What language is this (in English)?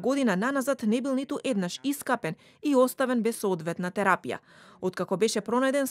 Macedonian